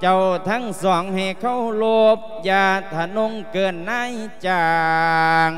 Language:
Lao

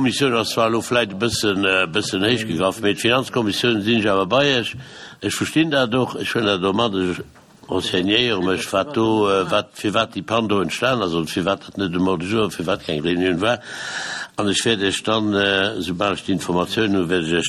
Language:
Luxembourgish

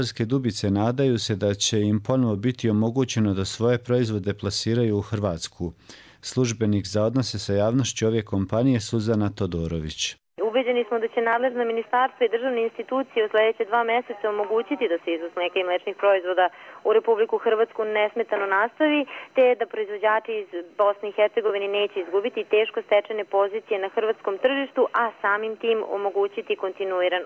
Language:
Croatian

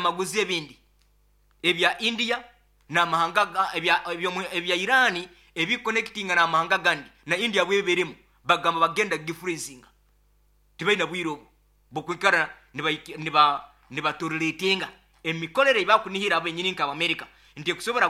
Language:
Nyoro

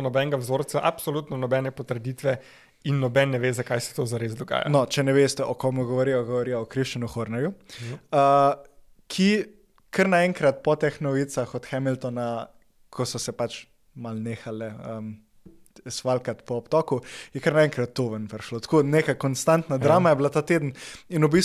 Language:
Slovenian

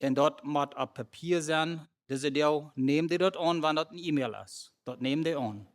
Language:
Plautdietsch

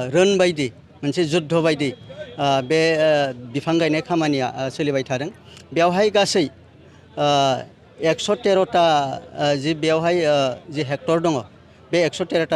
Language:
Bodo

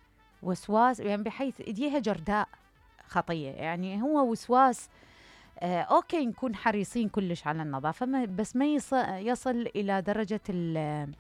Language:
Mesopotamian Arabic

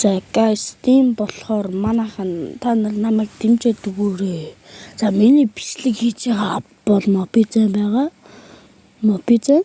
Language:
Mongolian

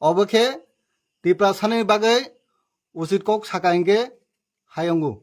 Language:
Kok Borok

